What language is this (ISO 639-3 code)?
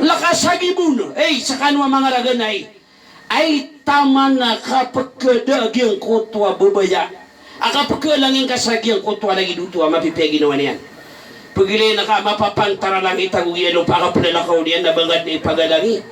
mrw